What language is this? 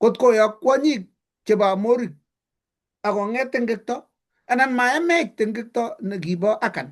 Kalenjin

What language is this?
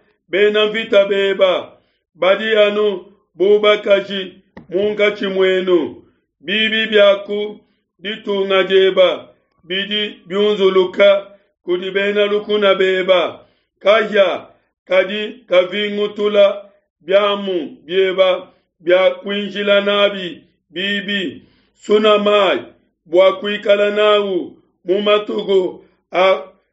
Luba-Lulua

